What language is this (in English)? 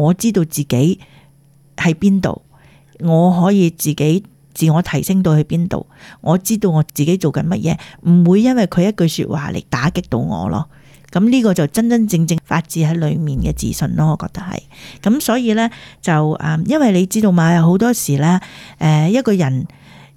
Cantonese